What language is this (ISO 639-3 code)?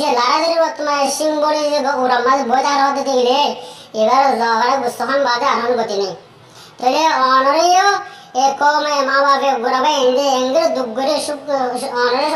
rhg